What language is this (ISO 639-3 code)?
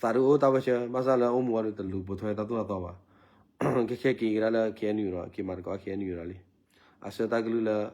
ksw